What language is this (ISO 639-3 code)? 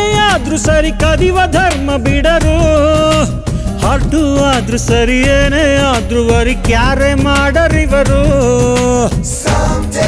kan